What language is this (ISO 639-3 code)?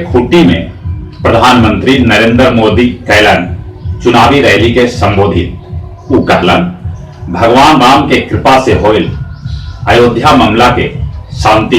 mag